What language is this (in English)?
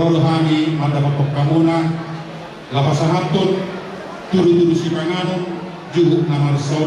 Batak Toba